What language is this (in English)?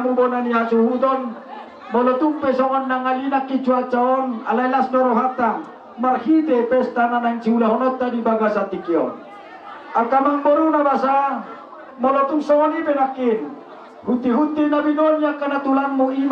Batak Toba